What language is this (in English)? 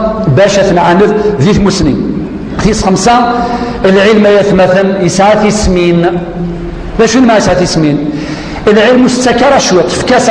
Kabyle